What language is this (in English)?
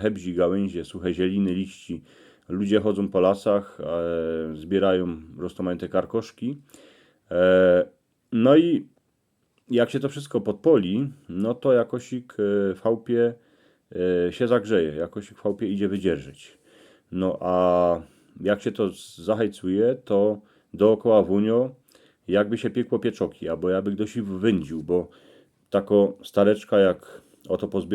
Silesian